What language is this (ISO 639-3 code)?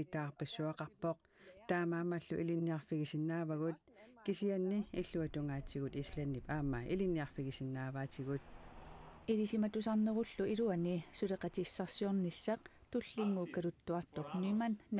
kal